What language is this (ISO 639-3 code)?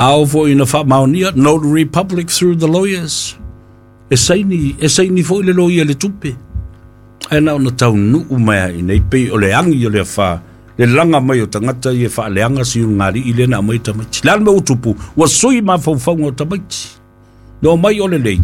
smo